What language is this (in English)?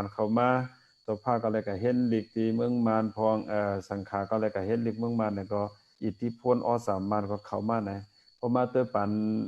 Shan